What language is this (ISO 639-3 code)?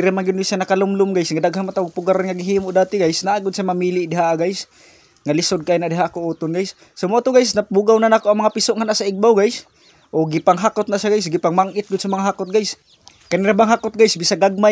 ceb